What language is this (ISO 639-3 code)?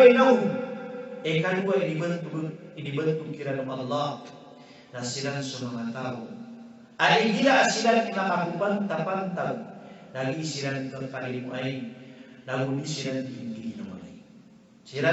mrw